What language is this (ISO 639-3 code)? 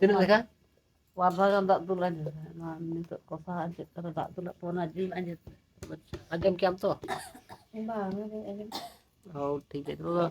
sat